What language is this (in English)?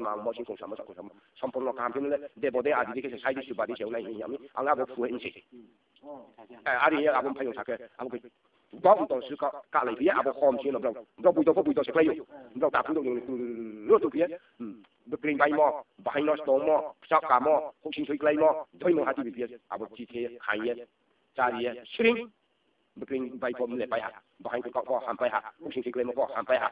Riang (India)